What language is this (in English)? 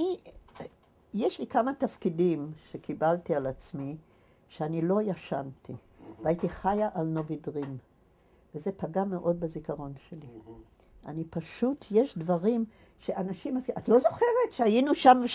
Hebrew